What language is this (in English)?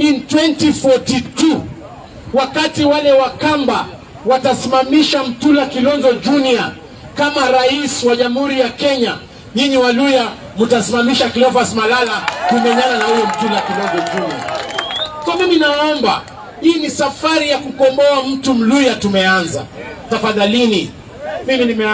Swahili